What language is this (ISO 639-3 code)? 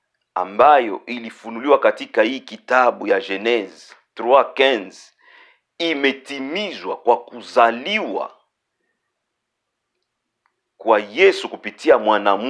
swa